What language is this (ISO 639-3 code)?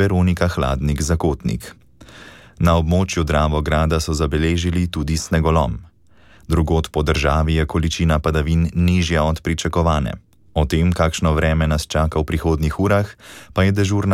slv